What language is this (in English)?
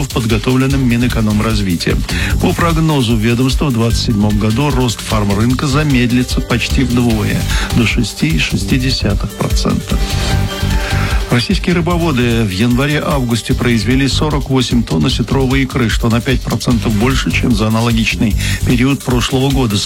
Russian